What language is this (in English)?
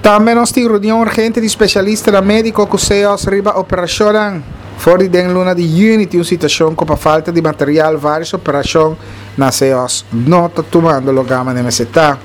Papiamento